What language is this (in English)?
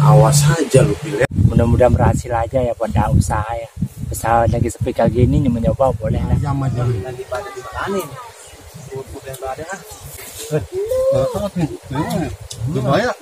Betawi